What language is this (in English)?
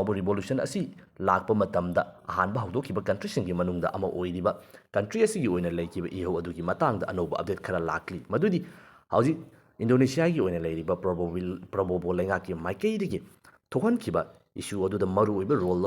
Manipuri